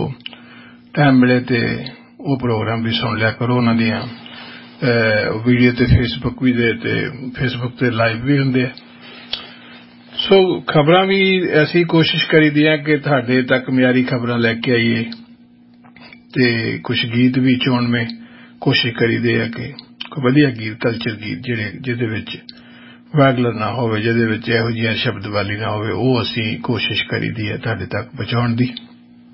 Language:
Punjabi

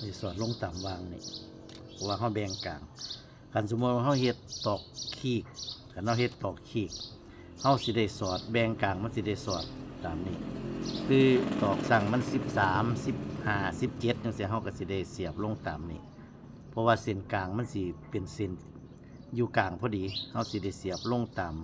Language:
Northeastern Thai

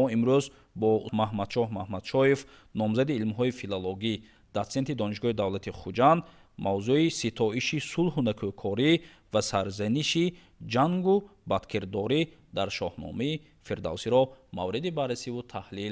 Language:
Tajik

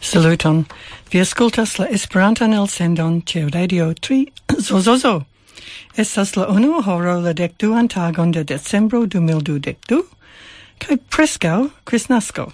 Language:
Esperanto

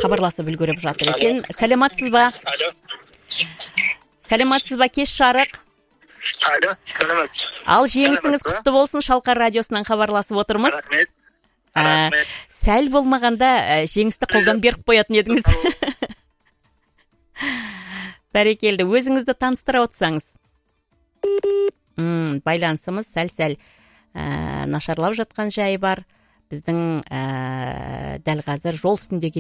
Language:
Kazakh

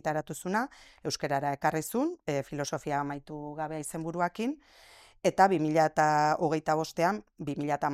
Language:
Basque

